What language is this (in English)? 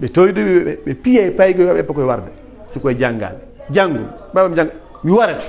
Pular